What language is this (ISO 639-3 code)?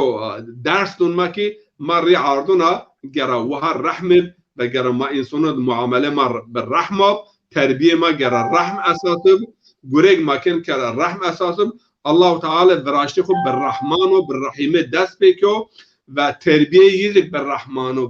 zza